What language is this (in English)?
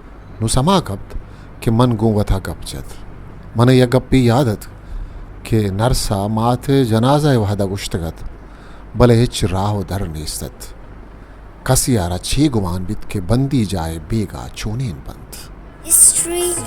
Baluchi